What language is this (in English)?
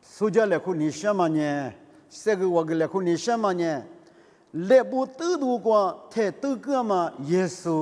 Lisu